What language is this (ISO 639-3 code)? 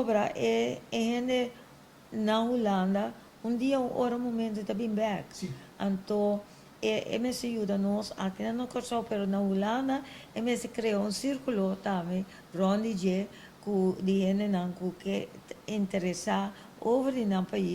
pap